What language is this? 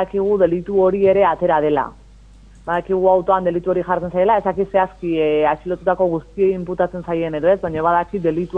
Basque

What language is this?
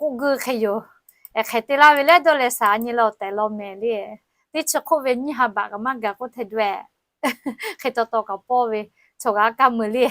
Lahu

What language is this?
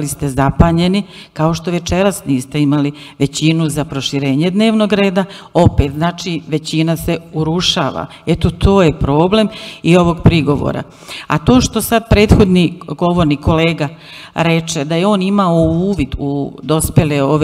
Serbian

